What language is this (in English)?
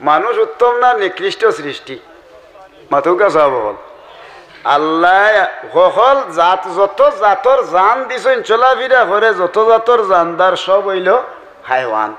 Sylheti